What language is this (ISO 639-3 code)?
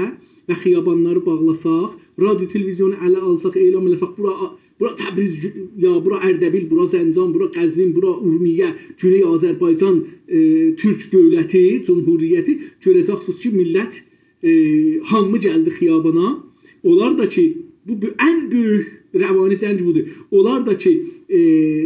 azb